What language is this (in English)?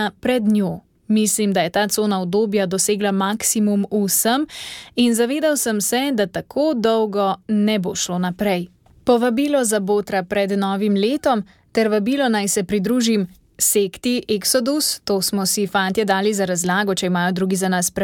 Slovenian